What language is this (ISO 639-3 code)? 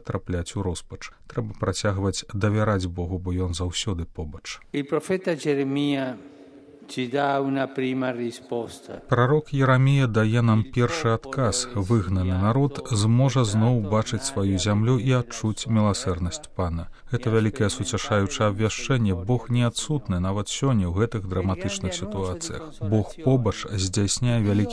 bel